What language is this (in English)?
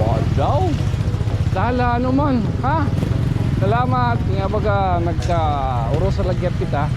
Waray